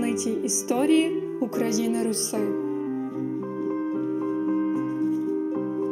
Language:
Ukrainian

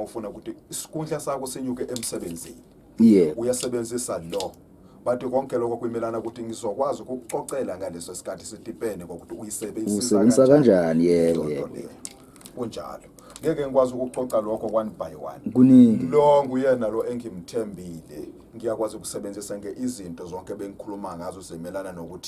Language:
Zulu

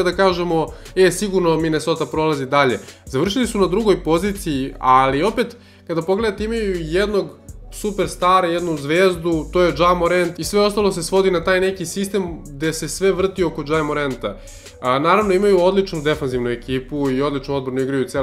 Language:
Serbian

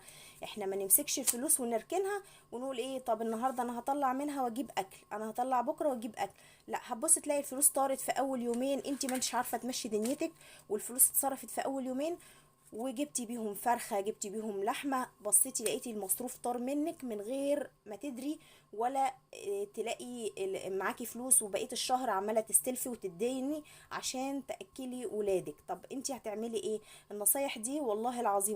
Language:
Egyptian Arabic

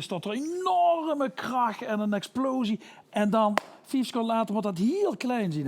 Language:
Limburgish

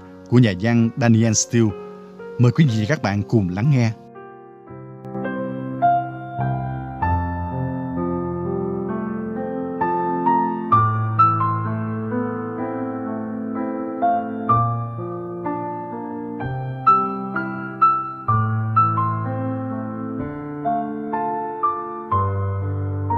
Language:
Vietnamese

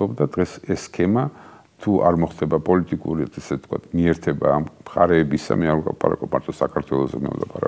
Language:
Georgian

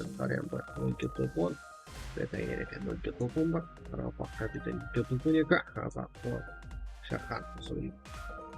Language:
Kara-Kalpak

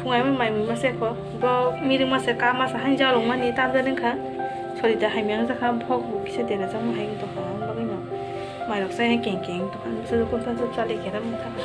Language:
Kok Borok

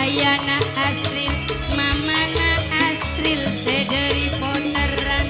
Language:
Madurese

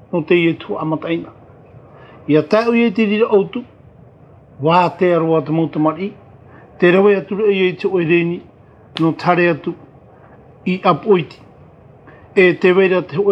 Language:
Tahitian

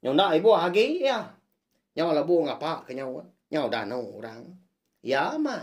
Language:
Iban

